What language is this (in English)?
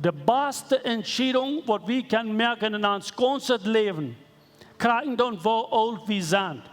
Plautdietsch